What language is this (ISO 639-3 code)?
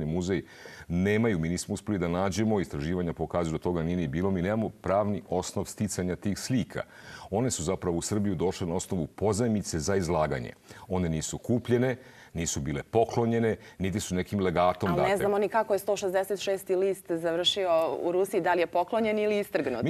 srp